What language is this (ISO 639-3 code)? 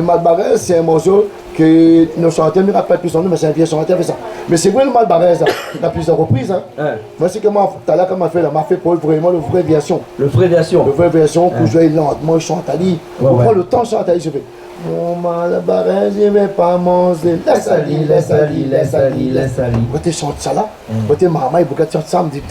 rcf